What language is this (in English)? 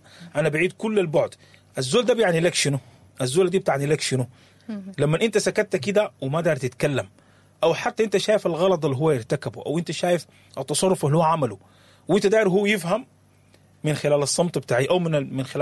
Sudanese Arabic